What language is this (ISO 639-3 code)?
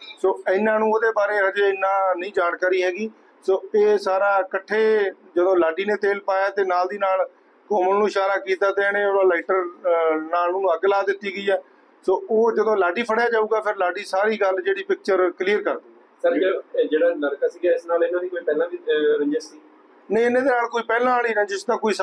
pan